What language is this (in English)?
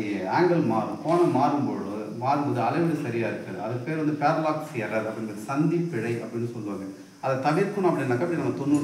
Tamil